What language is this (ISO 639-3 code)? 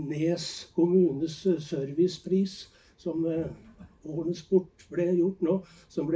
nor